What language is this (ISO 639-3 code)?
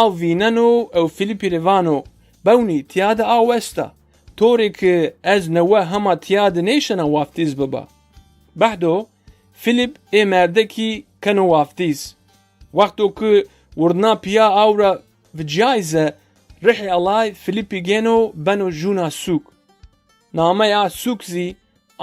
zza